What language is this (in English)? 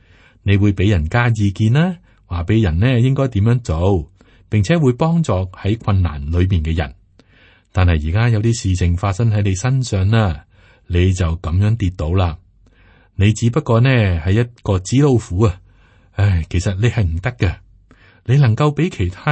Cantonese